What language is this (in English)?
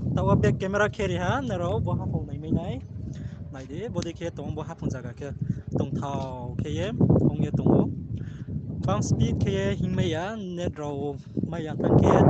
Riang (India)